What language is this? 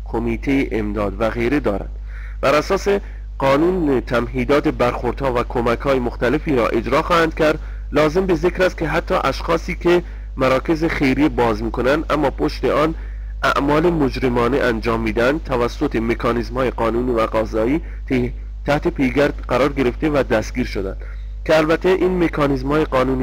Persian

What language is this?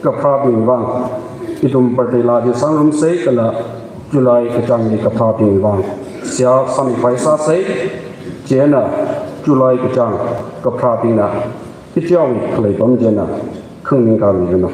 Tangkhul Naga (India)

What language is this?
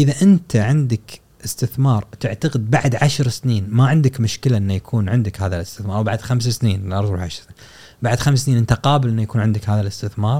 Gulf Arabic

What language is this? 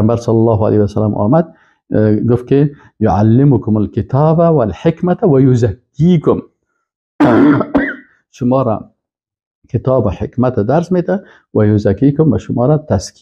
Persian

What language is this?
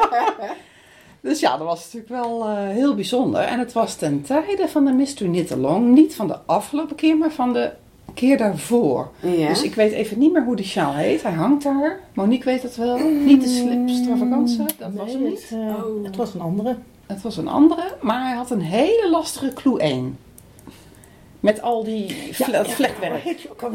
Dutch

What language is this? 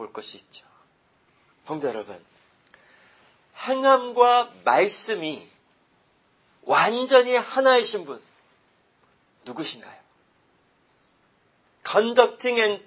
Korean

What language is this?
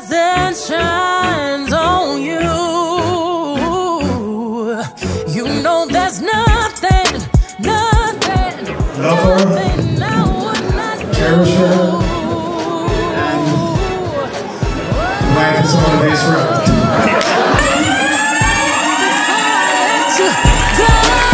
English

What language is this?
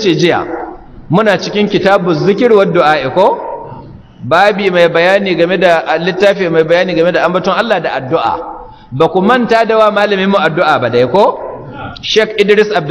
Hausa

